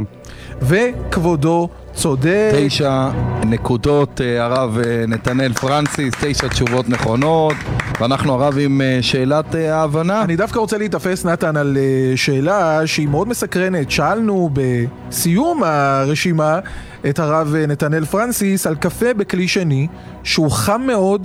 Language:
Hebrew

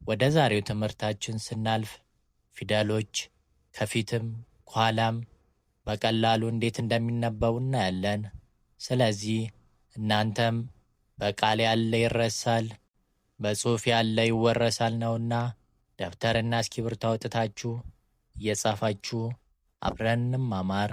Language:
Amharic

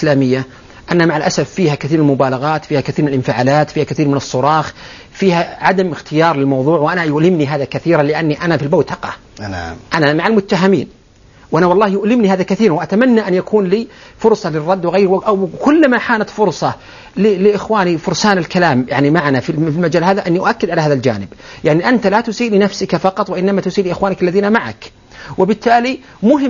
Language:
Arabic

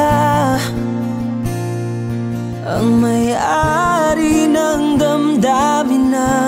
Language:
Filipino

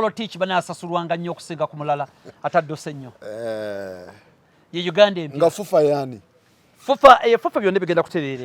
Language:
Ganda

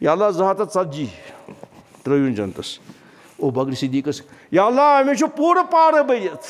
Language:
Kashmiri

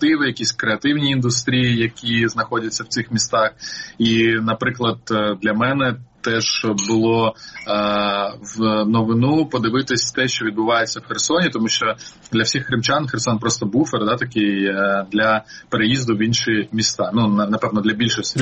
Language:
Ukrainian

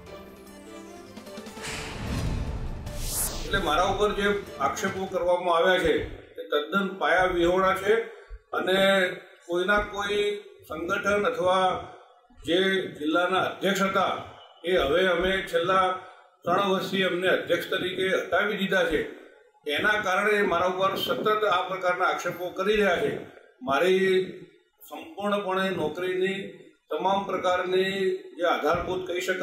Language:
Gujarati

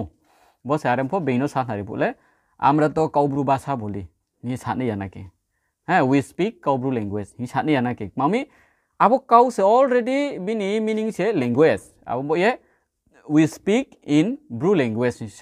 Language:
Riang (India)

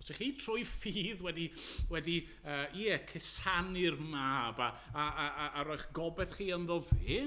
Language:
Welsh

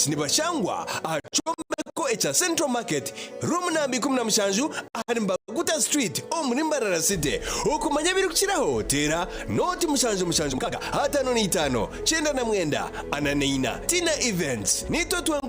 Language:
Nyankole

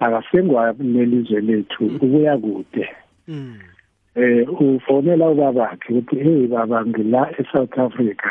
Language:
South Ndebele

